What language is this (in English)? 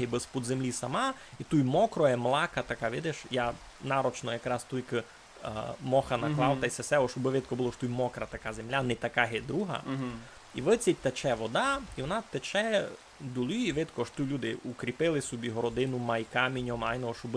Rusyn